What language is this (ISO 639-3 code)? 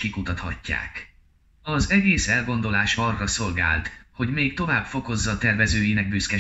hun